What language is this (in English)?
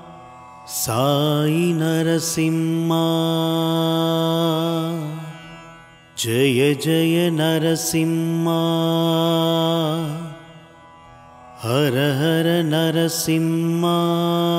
Tamil